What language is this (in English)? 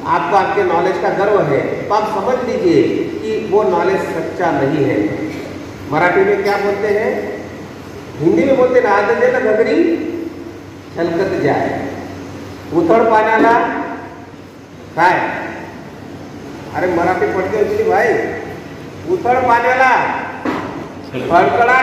Hindi